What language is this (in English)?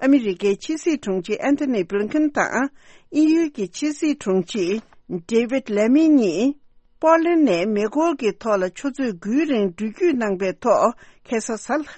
Tibetan